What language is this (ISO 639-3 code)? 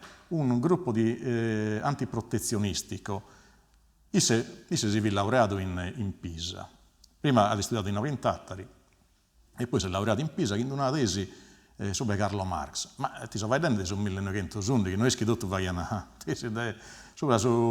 srd